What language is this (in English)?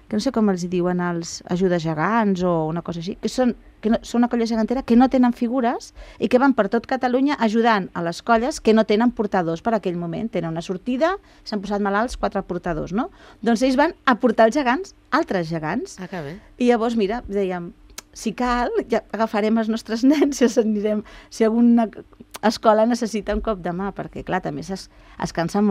Catalan